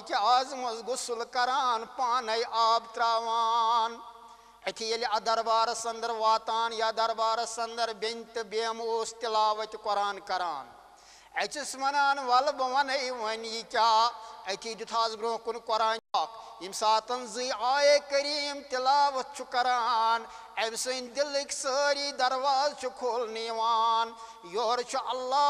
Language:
Kashmiri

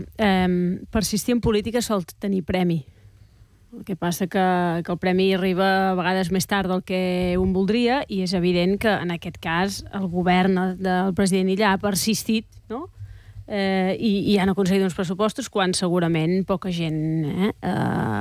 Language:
Catalan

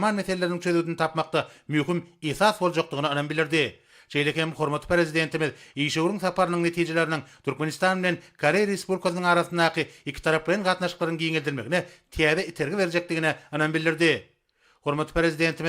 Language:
Turkmen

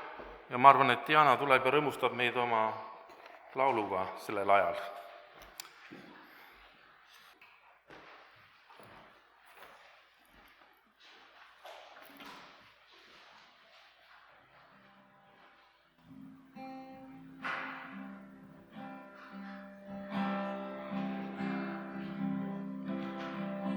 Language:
Estonian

